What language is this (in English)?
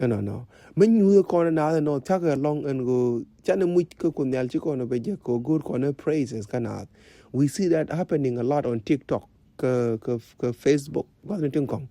Nuer